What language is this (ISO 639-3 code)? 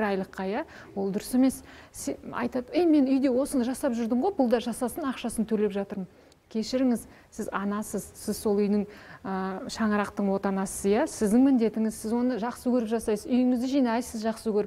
kaz